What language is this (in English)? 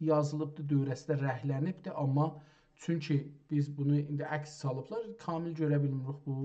South Azerbaijani